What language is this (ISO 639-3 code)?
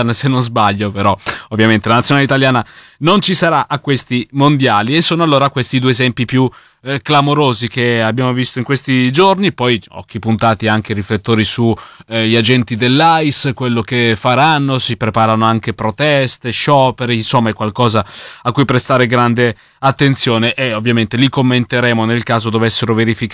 ita